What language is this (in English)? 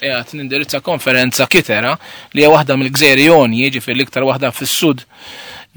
Maltese